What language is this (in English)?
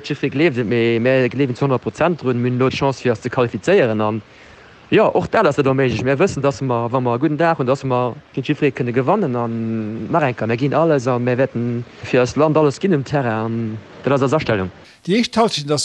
Luxembourgish